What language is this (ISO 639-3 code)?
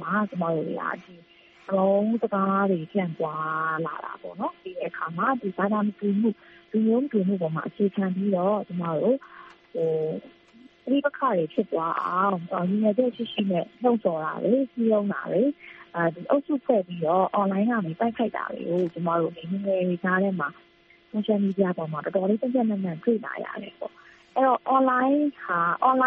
mya